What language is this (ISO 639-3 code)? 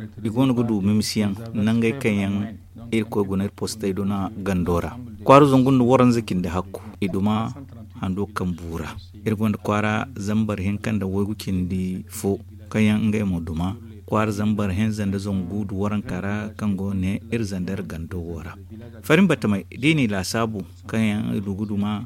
dje